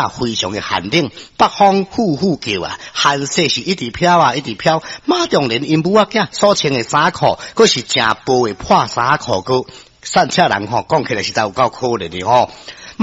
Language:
Min Nan Chinese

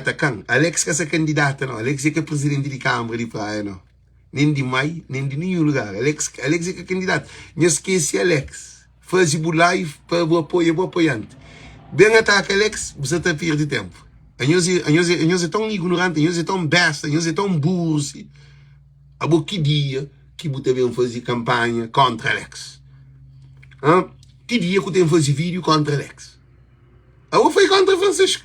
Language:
Kabuverdianu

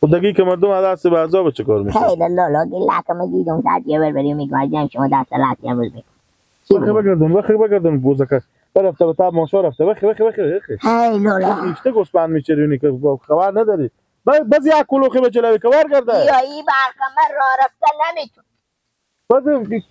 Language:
Persian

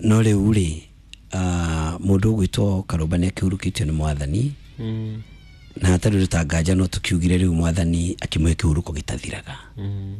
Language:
Kikuyu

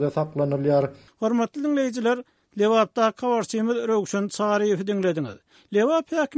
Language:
Turkmen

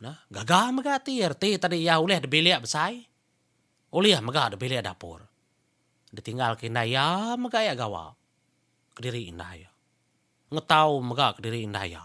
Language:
Iban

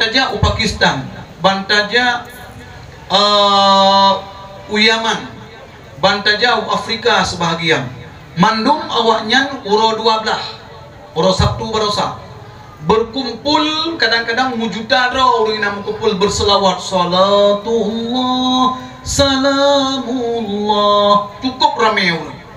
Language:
Achinese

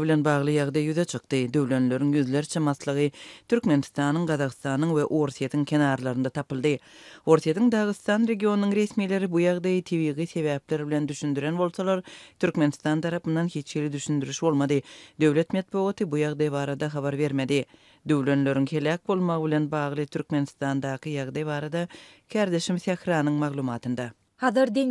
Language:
Turkmen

